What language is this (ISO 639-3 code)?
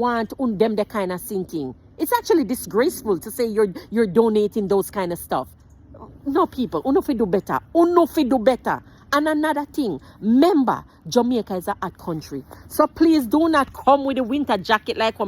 jam